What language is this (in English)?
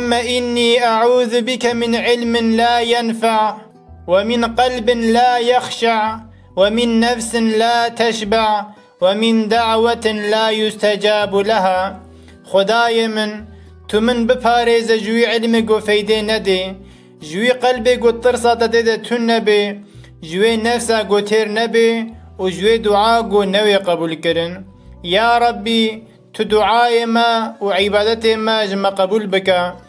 Kurdish